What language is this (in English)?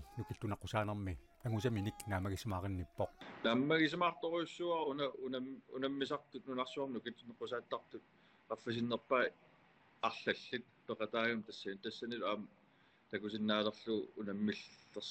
Kalaallisut